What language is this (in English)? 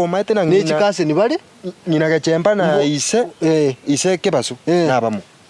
Gusii